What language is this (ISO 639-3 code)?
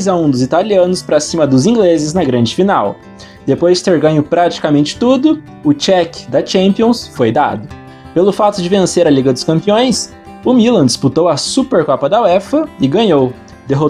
por